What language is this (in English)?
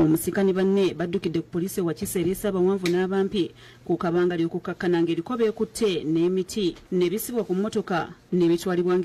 Ganda